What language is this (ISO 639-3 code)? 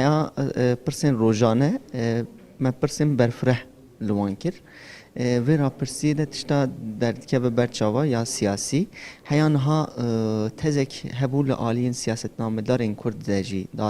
kur